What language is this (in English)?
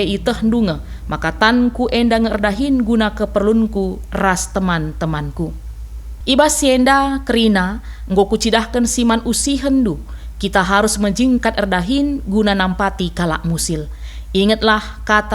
Batak Karo